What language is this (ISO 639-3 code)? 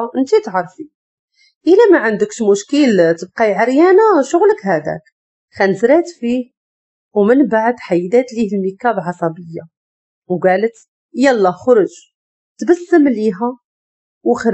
ary